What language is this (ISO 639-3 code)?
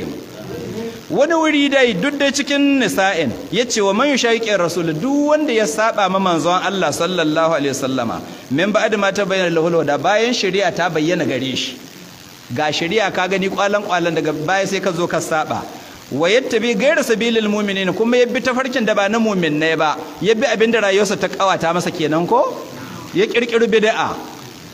hau